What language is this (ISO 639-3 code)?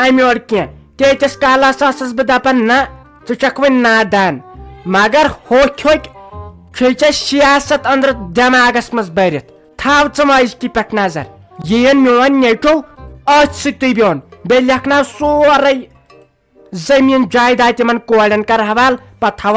kas